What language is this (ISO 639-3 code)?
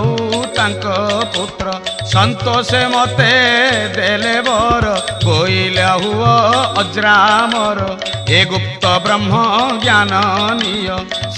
ori